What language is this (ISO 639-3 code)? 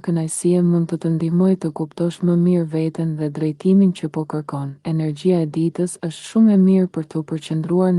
sqi